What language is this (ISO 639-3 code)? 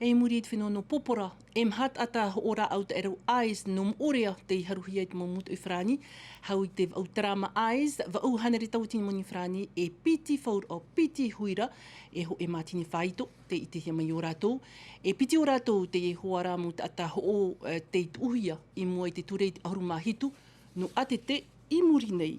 tah